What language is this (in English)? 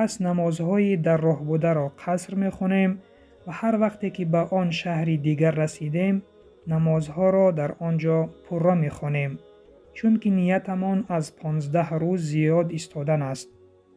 Tajik